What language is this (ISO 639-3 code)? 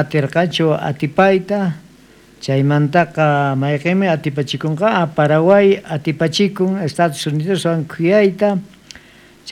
quh